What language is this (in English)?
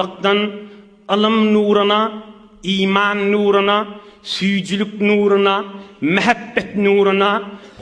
Turkmen